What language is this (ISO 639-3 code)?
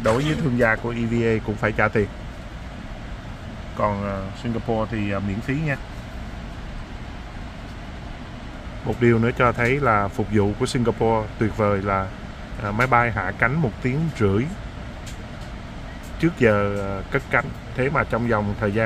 vie